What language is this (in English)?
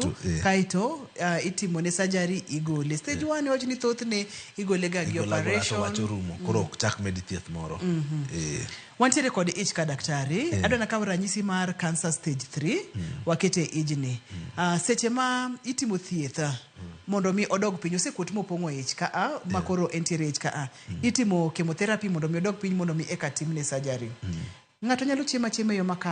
Luo (Kenya and Tanzania)